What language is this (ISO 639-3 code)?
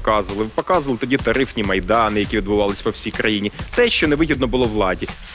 ukr